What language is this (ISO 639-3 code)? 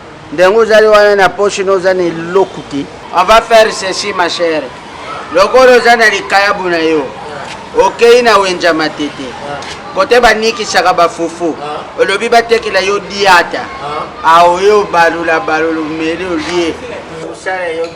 lin